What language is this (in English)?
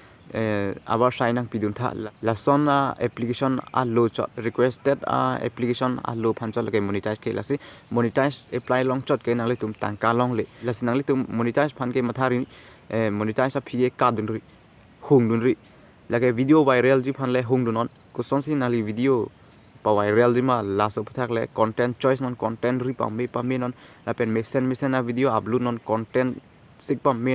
Karbi